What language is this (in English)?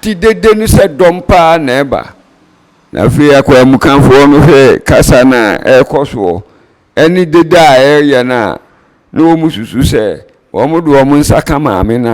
Akan